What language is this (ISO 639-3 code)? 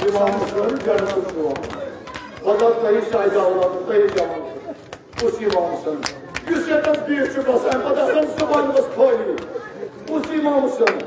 kas